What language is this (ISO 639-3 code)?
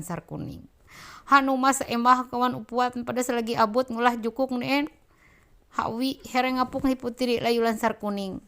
mhy